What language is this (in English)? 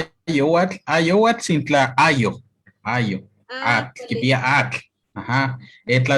Eastern Huasteca Nahuatl